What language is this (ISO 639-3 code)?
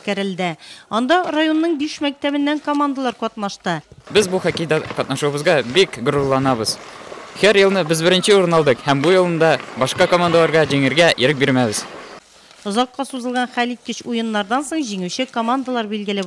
tat